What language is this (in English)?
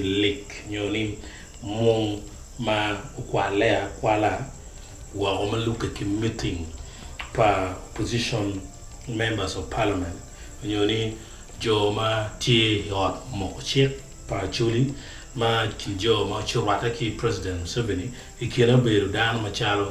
Acoli